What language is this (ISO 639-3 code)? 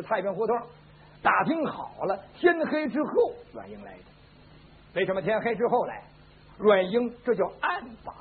zho